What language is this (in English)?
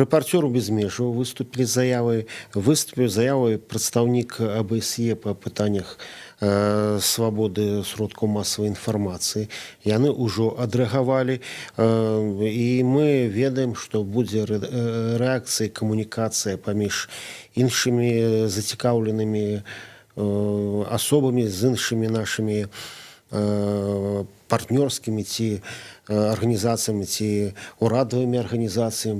Belarusian